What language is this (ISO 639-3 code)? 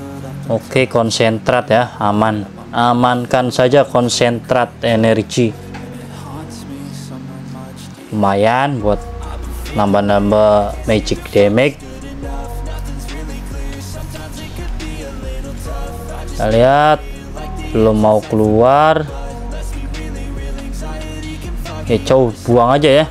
ind